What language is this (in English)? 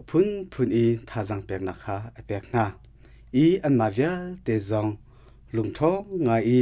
Hakha Chin